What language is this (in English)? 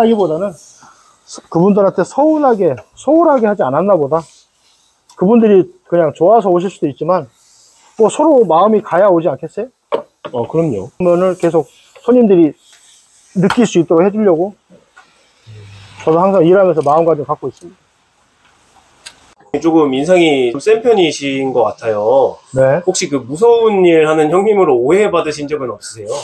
Korean